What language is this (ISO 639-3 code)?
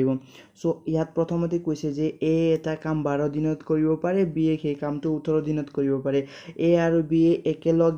asm